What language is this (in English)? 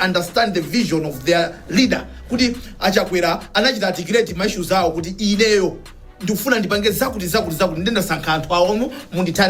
Nyanja